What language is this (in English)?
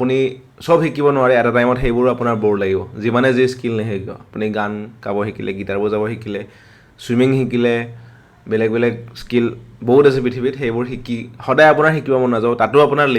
Assamese